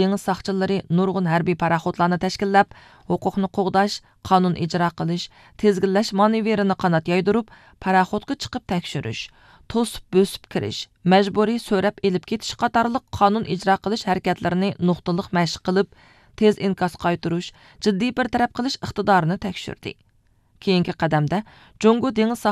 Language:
Uyghur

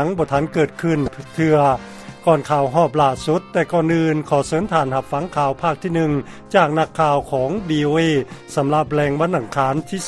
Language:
Lao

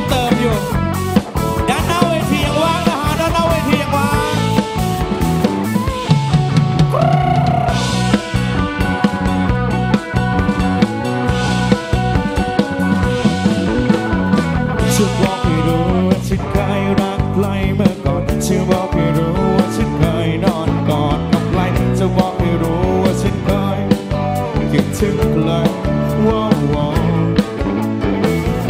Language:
Thai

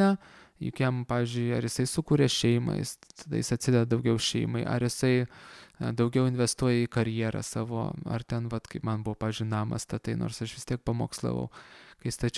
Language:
Lithuanian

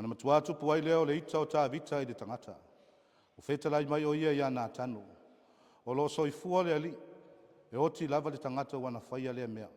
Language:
Samoan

